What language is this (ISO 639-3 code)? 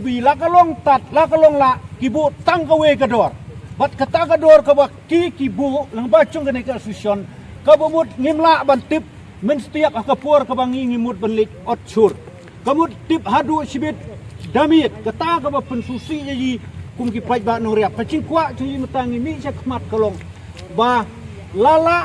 kha